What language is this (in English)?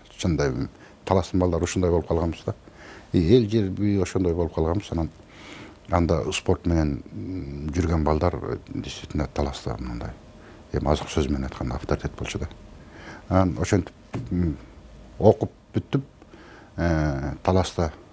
Kyrgyz